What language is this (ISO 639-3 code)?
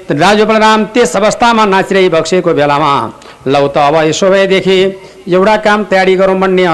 nep